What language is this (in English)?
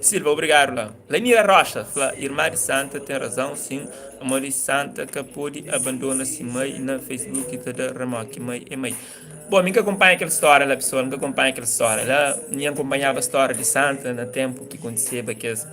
Kabuverdianu